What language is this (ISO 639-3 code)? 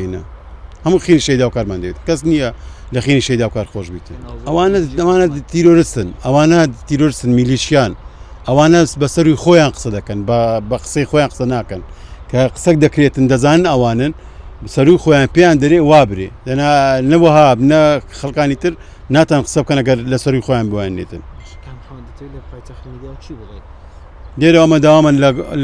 ckb